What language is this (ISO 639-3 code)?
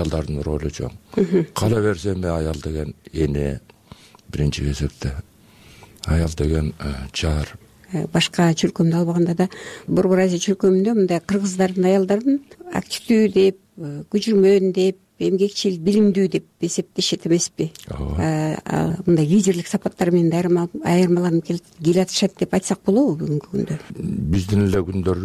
kir